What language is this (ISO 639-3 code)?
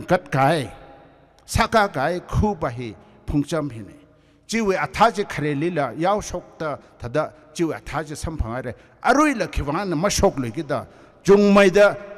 nmf